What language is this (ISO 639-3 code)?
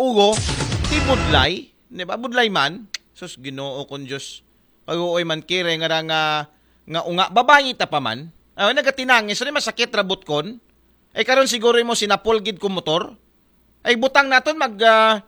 akl